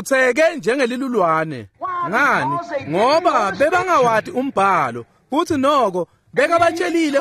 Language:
Swati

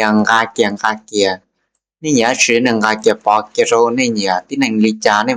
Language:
Hmong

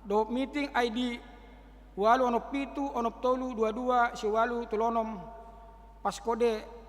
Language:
Batak Toba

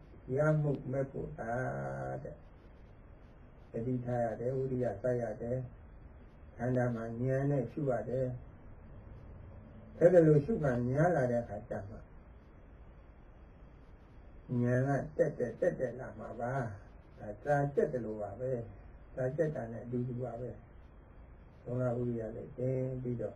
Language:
Burmese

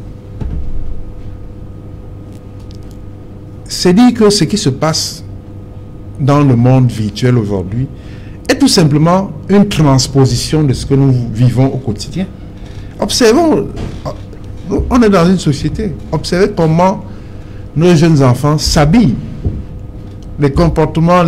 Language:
French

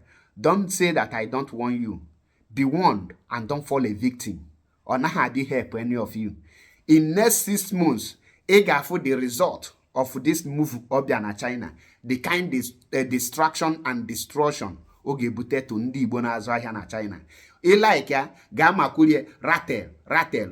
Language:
Igbo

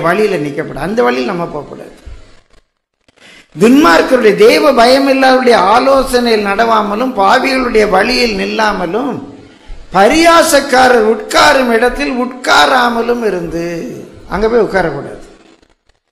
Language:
Tamil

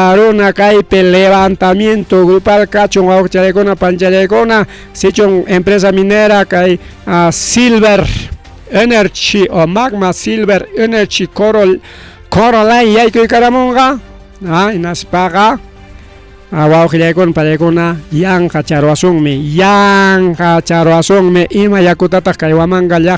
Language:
Ayacucho Quechua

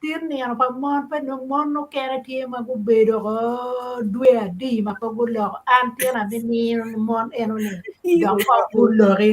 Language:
Acoli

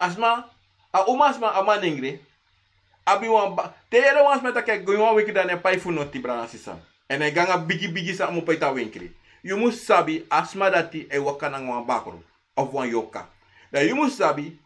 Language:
Sranan Tongo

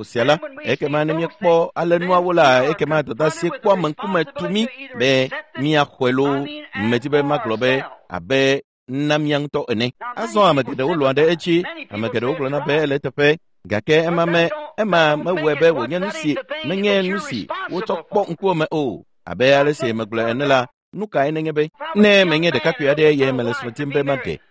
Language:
Ewe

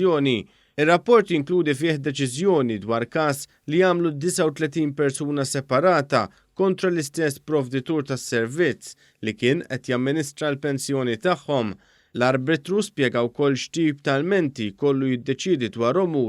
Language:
Maltese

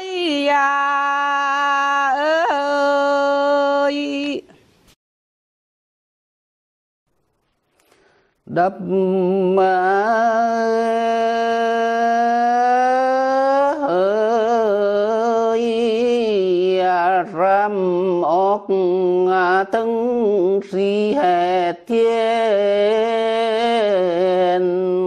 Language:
Vietnamese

